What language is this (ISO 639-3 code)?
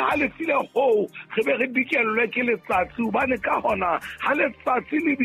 sot